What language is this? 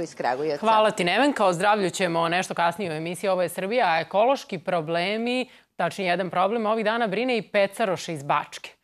Serbian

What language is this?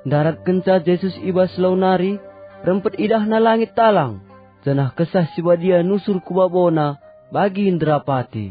Batak Karo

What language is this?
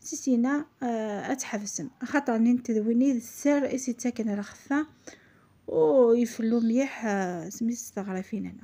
Algerian Arabic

